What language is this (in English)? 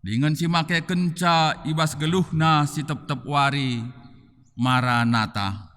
Batak Karo